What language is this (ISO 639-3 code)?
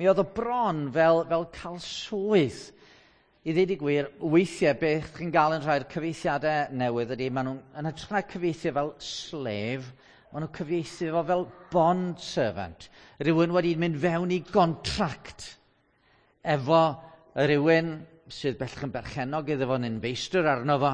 cym